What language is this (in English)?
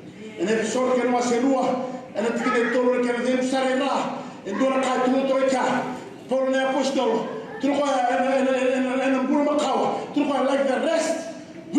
Fijian